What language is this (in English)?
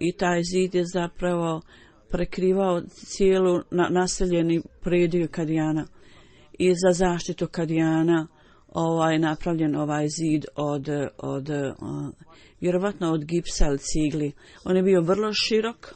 Bosnian